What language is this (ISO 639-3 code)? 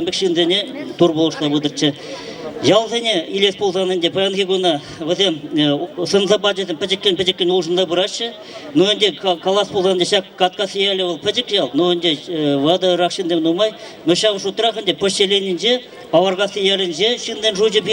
chv